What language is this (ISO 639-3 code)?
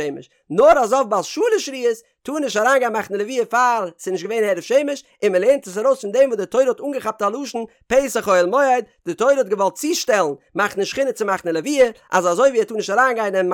yid